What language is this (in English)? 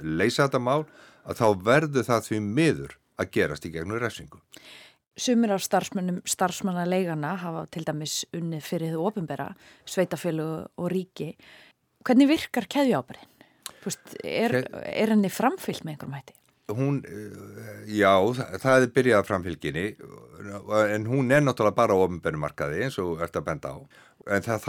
Icelandic